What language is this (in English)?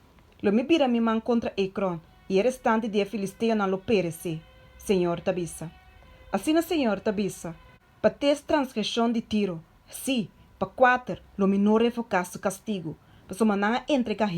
Papiamento